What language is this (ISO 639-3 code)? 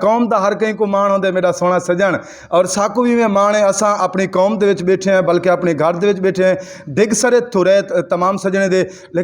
skr